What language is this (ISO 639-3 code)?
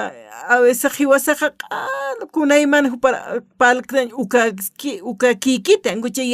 aym